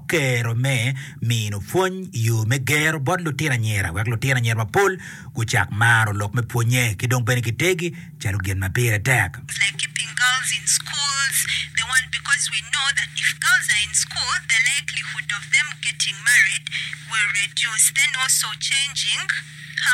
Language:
Acoli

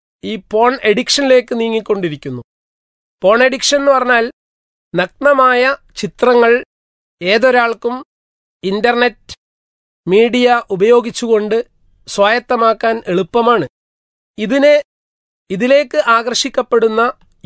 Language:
Malayalam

